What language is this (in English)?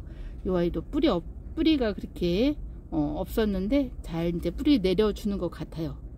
Korean